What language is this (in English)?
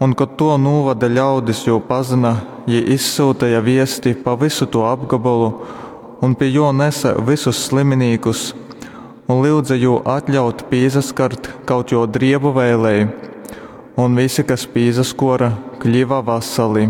Latgalian